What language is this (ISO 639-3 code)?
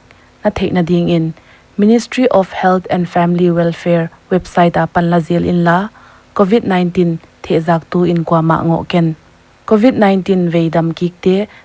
pck